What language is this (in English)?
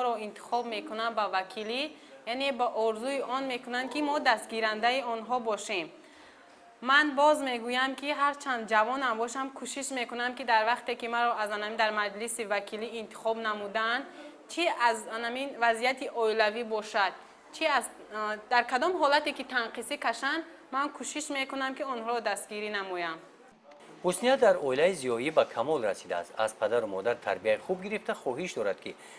Tajik